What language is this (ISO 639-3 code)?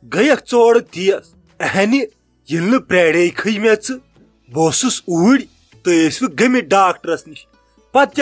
kas